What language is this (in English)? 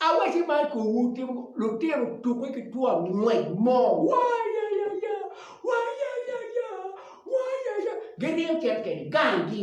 Acoli